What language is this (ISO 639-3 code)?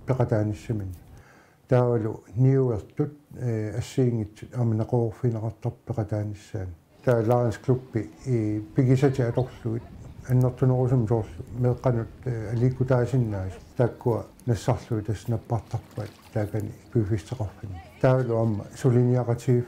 kal